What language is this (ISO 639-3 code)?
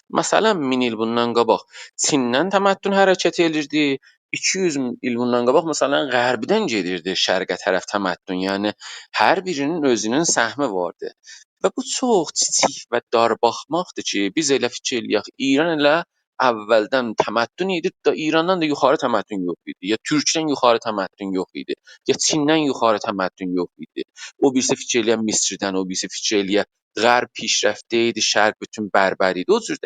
azb